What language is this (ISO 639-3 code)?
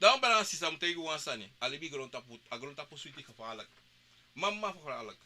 srn